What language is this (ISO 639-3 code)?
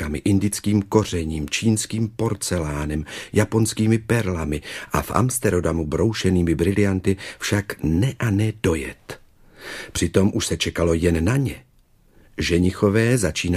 ces